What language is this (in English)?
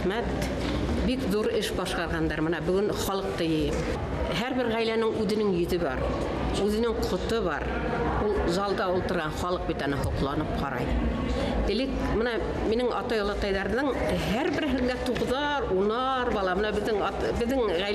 Bashkir